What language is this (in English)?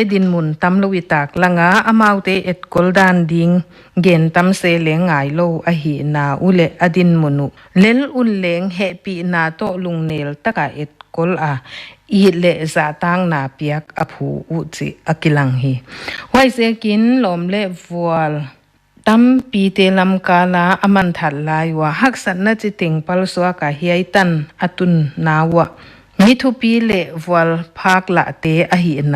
Paite Chin